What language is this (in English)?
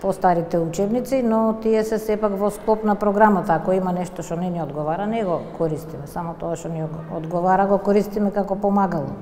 Macedonian